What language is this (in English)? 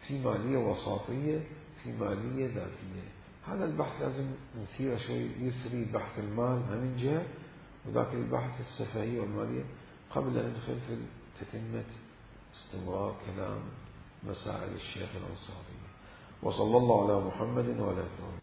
Mesopotamian Arabic